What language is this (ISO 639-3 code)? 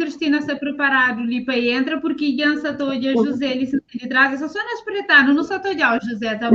kea